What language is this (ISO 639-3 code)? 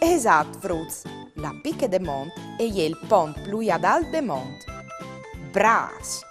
fur